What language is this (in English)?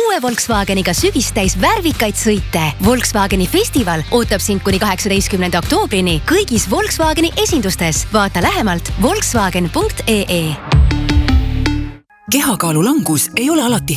Estonian